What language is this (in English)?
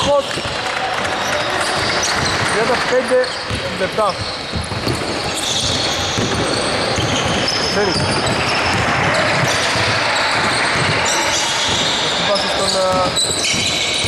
Greek